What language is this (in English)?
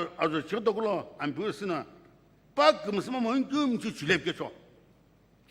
Sumi Naga